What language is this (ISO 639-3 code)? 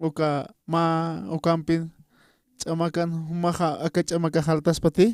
aym